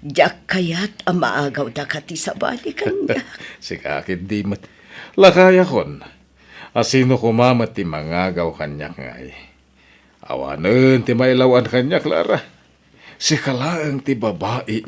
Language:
Iloko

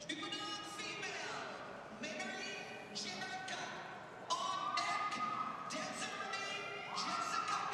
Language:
Kalaallisut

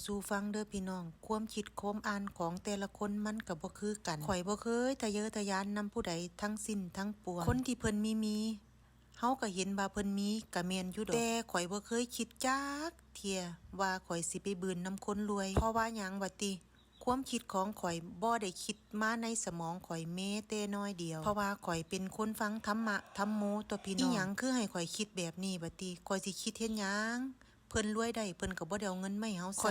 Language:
Lao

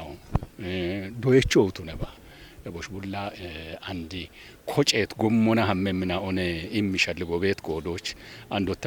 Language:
Kafa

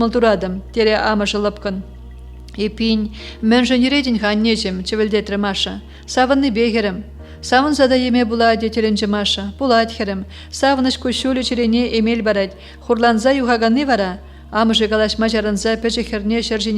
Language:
Chuvash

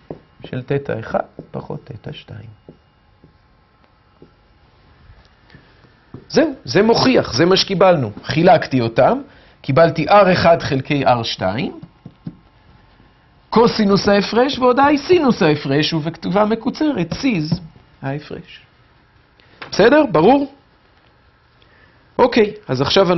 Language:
Hebrew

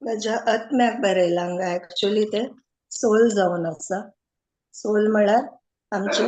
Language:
Konkani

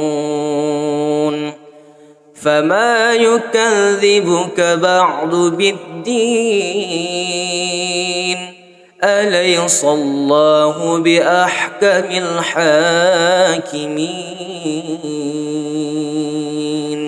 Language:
Arabic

